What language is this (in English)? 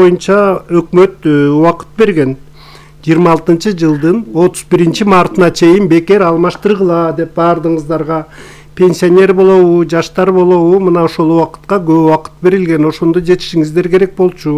Kyrgyz